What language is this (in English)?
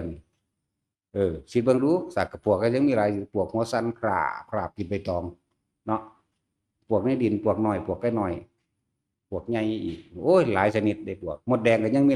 Northeastern Thai